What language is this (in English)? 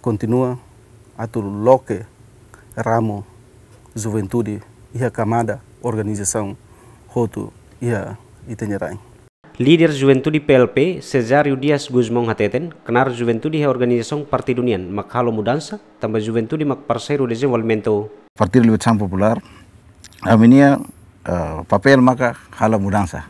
Tetum